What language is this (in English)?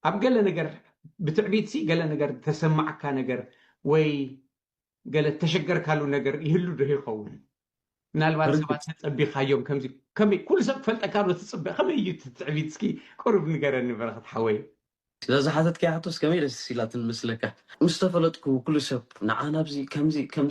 Tigrinya